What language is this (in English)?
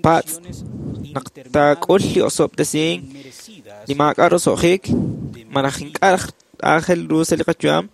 Kekchí